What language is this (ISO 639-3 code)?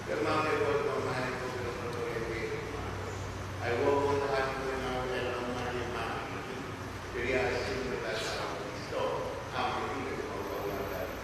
ton